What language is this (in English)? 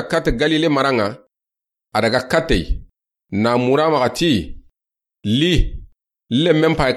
Soninke